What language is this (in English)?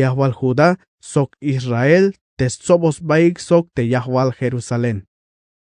Tzeltal